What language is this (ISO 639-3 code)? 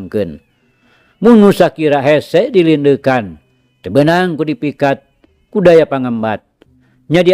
sun